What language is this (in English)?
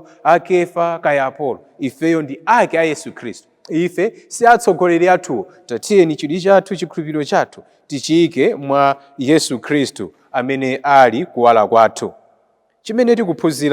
Nyanja